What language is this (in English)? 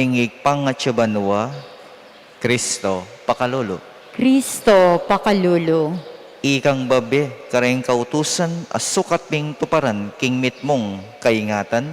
Pampanga